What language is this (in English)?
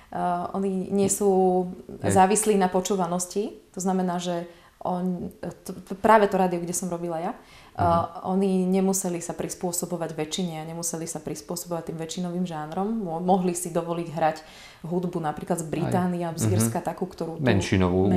Slovak